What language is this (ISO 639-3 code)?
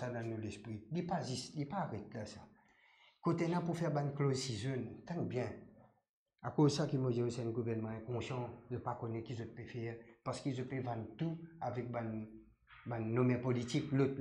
mfe